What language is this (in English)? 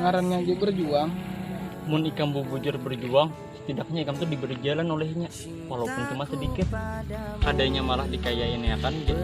Banjar